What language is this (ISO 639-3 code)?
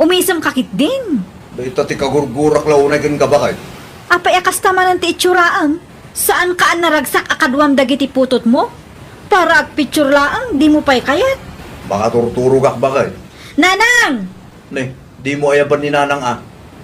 ilo